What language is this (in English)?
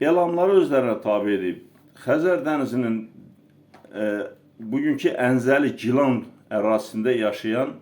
Azerbaijani